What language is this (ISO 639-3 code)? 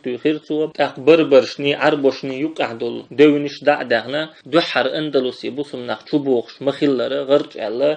che